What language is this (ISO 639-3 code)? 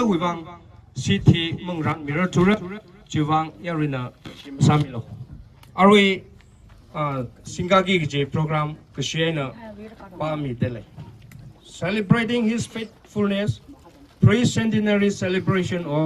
nmf